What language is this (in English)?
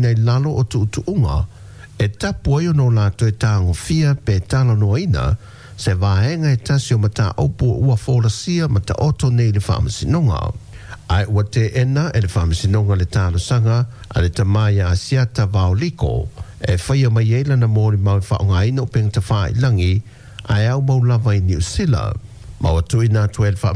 Samoan